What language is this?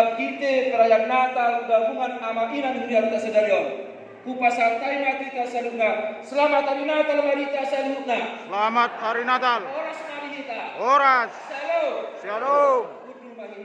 Batak Toba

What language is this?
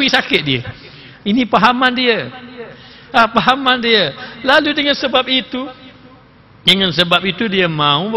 Malay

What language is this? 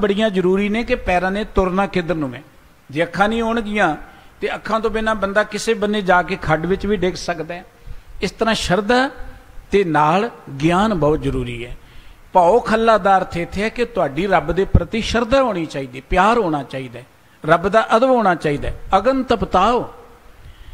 Punjabi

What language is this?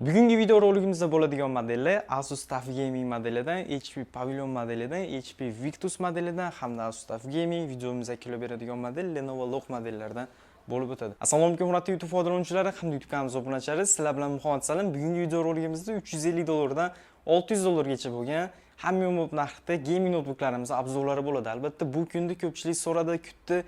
Uzbek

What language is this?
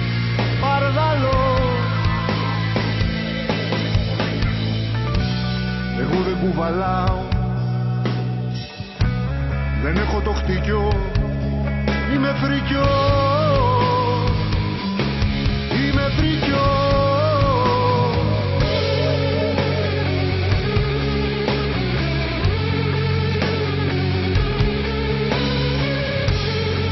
Greek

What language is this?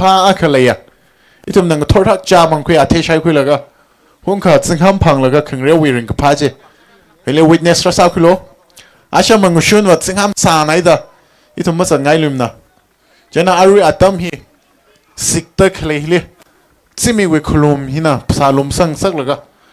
Tangkhul Naga (India)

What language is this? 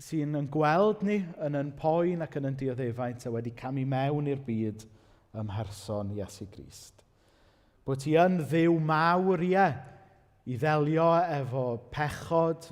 Welsh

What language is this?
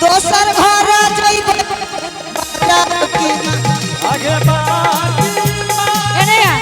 Angika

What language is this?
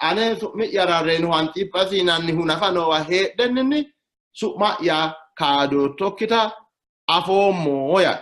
Sidamo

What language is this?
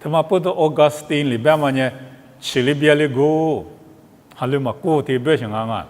Lisu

